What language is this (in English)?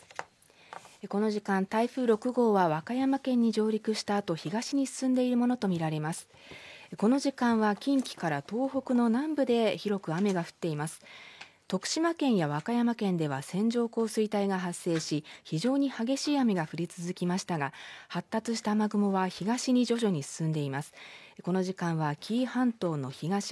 Japanese